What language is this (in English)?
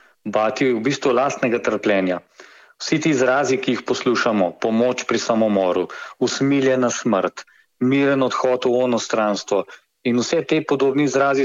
Slovenian